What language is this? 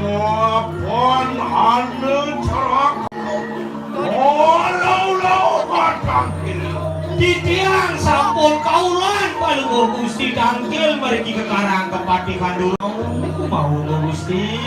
Balinese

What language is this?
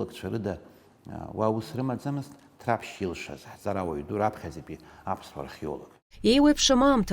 Abkhazian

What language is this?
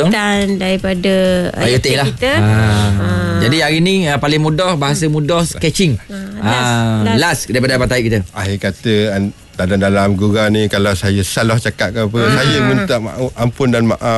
Malay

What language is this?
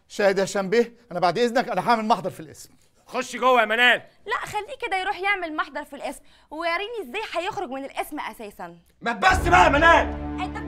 Egyptian Arabic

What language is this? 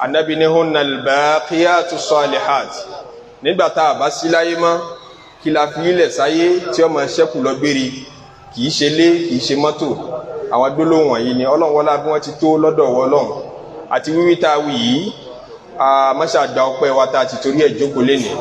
Yoruba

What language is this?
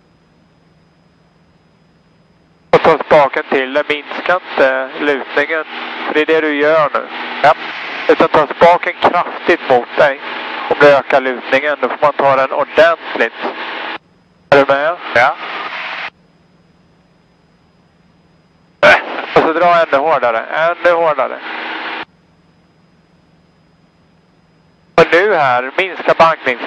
Swedish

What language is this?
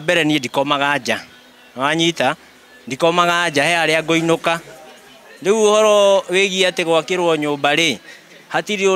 Kikuyu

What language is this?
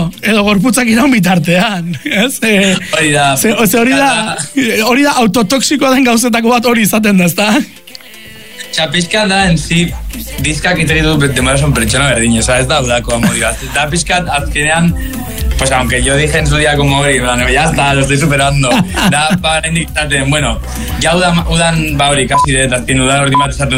Basque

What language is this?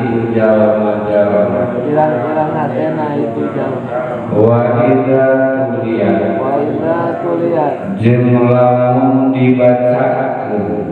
Sundanese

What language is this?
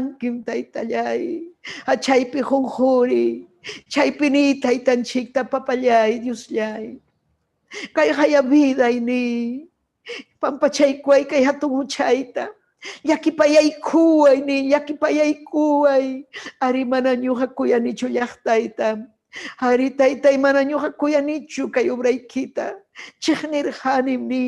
Ayacucho Quechua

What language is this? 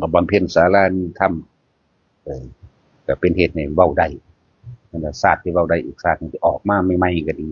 Northeastern Thai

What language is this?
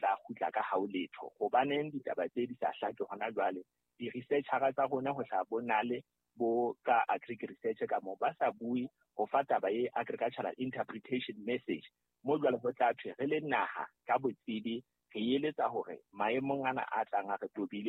Southern Sotho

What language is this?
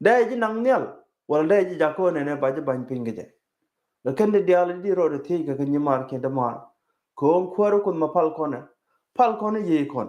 Nuer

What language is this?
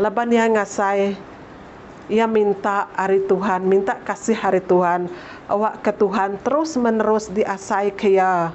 Iban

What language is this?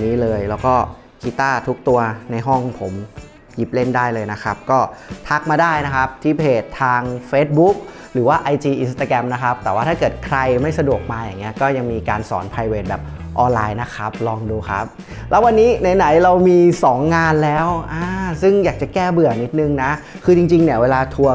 Thai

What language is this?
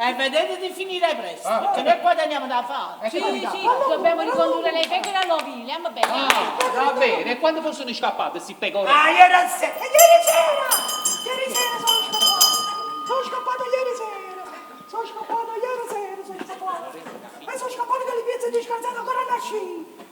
Neapolitan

